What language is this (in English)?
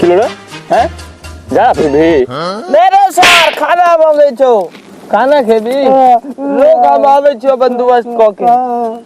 Maithili